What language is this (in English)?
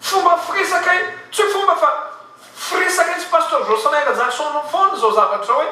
Malagasy